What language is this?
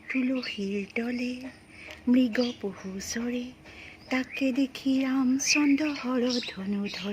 Assamese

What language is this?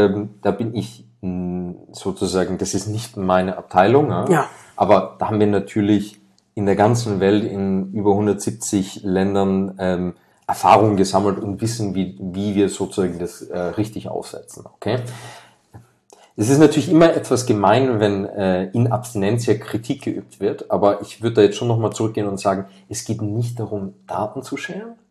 German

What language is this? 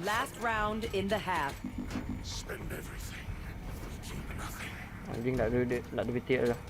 Minangkabau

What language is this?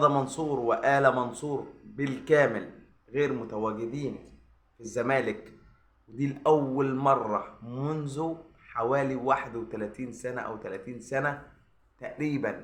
Egyptian Arabic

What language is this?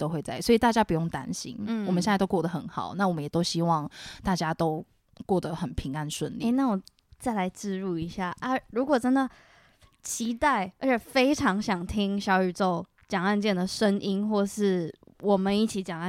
Chinese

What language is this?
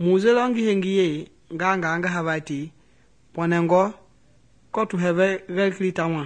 Mende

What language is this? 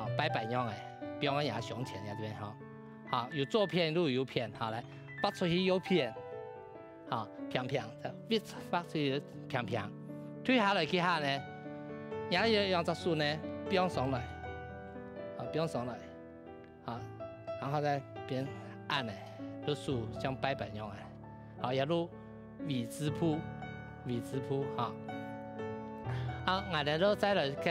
Hakka Chinese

